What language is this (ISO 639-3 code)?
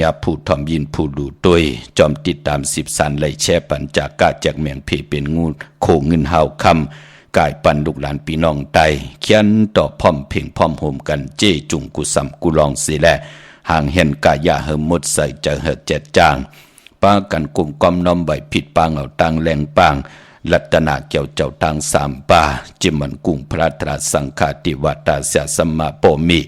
shn